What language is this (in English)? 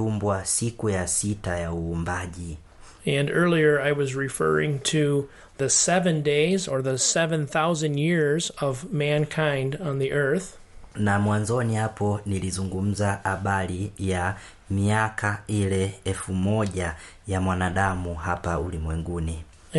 Swahili